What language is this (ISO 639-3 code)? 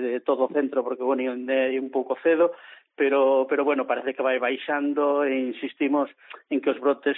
glg